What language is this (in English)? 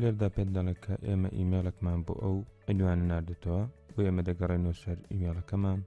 Central Kurdish